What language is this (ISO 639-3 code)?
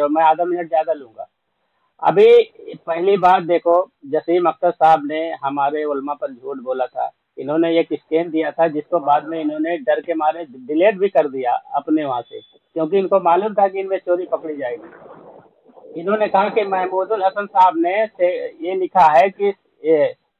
urd